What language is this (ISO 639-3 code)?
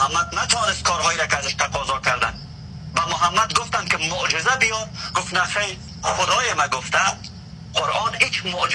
fas